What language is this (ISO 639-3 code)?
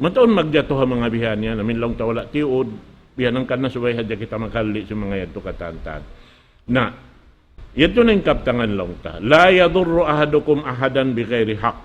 tsg